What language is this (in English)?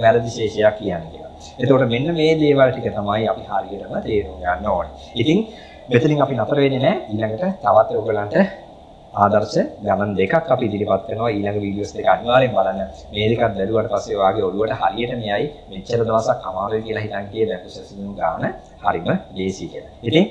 Sinhala